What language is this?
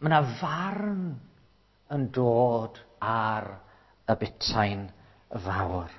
Welsh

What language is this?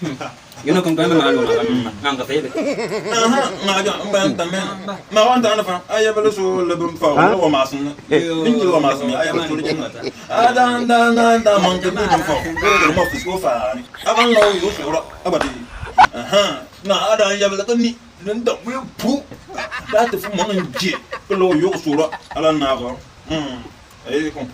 Bimoba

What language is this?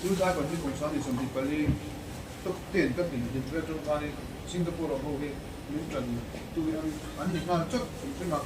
Mizo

